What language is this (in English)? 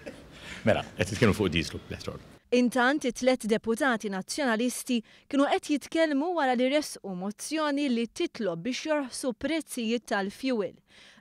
Maltese